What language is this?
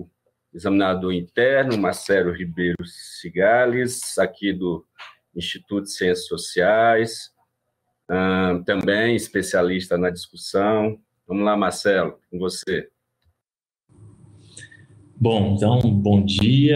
Portuguese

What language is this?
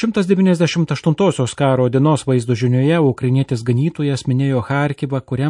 Lithuanian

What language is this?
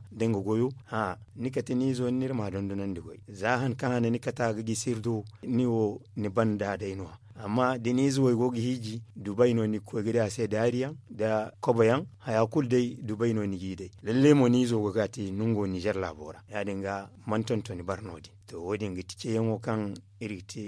Zarma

